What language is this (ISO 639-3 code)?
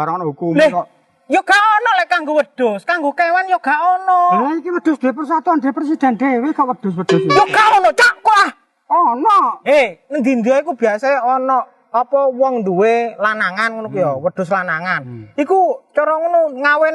jav